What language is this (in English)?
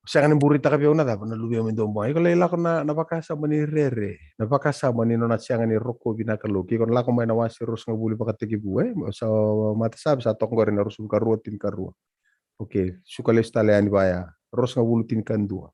Fijian